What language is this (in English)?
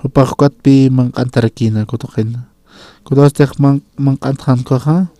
Aymara